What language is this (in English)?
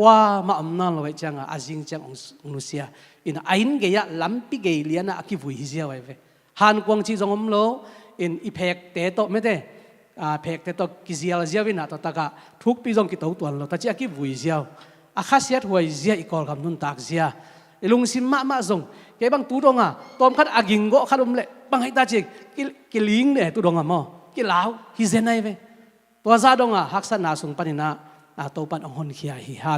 Tedim Chin